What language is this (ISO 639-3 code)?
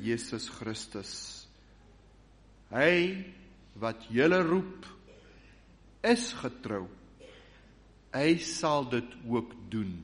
afr